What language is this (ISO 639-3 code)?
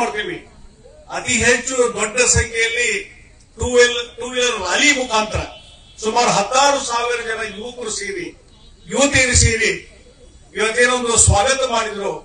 kan